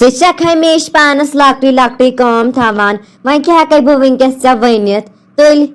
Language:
Kashmiri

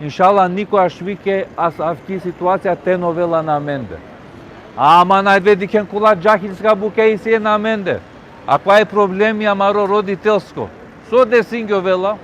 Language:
Balkan Romani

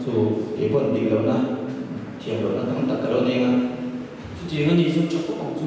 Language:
Mizo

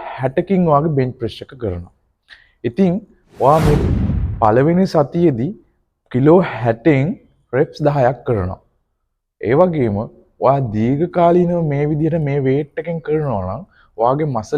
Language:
Sinhala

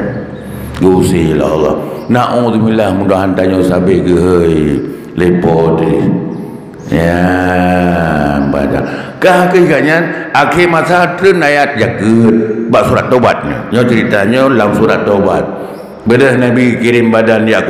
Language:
Achinese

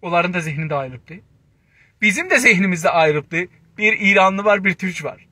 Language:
South Azerbaijani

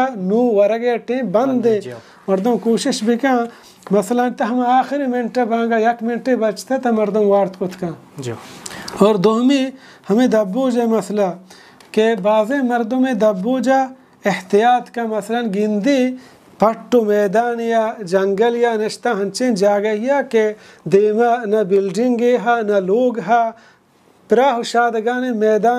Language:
Baluchi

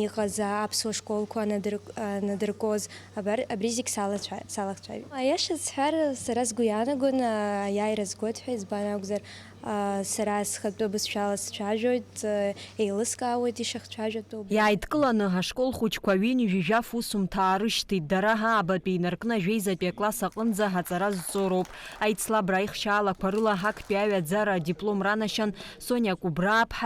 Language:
Abkhazian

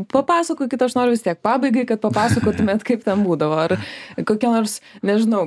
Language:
Lithuanian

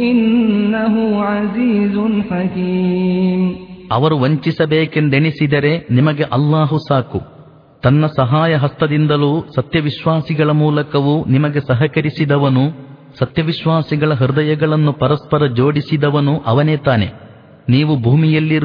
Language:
Kannada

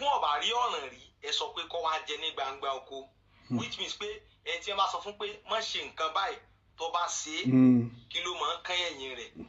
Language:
Yoruba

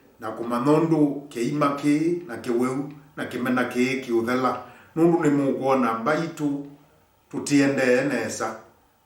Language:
Kamba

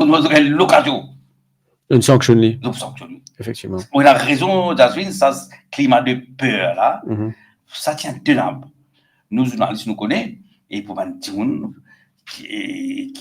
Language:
Morisyen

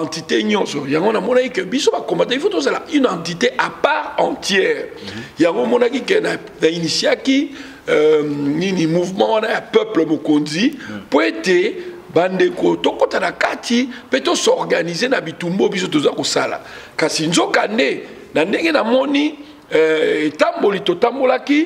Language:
Lingala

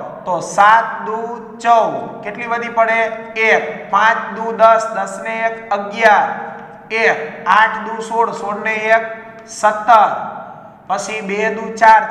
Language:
Gujarati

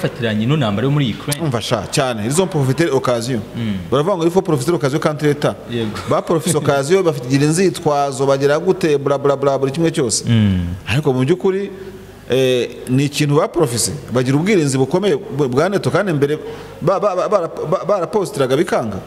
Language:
Kinyarwanda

